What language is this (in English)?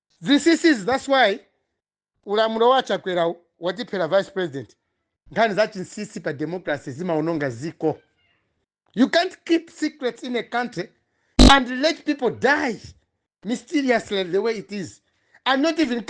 Nyanja